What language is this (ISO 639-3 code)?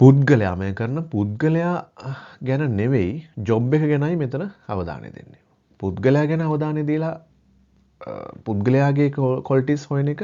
sin